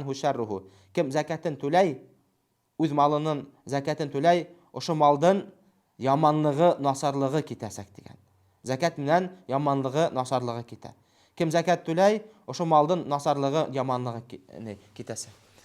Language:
Bashkir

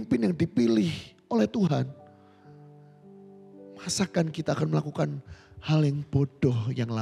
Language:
Indonesian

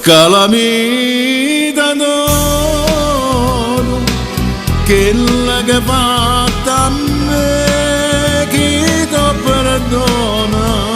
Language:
Neapolitan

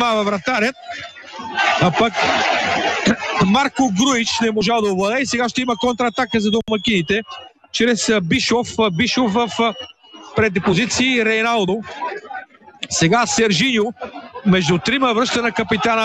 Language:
Bulgarian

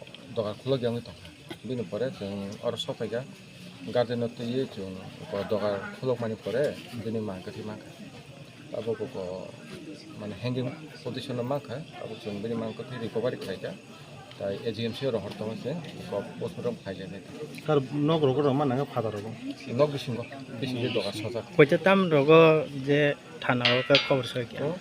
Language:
Kok Borok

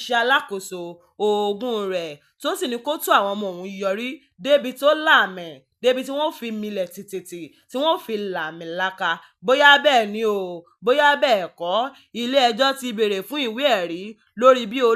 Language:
Yoruba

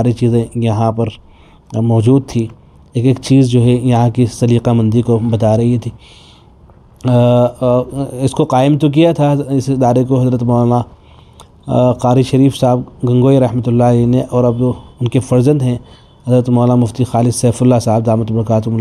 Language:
Urdu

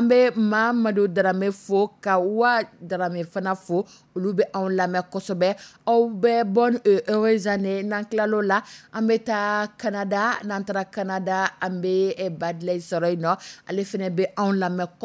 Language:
Dyula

